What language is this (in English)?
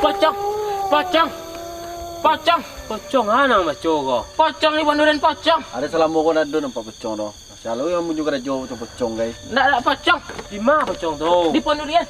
Minangkabau